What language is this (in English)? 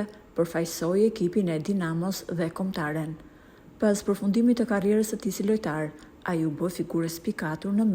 Albanian